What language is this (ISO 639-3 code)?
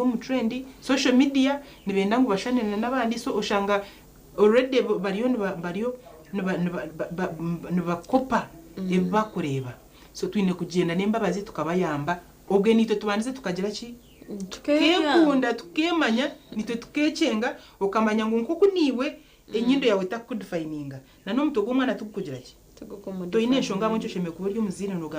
nyn